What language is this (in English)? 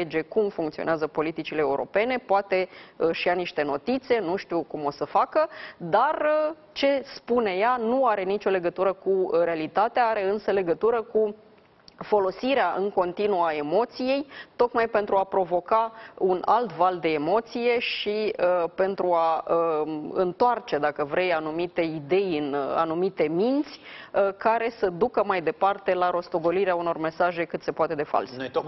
Romanian